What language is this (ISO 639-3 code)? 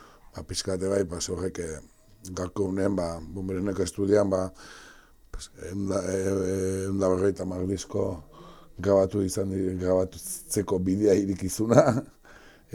eus